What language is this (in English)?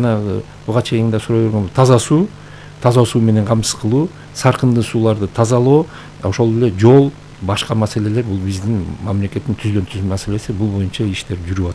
Kyrgyz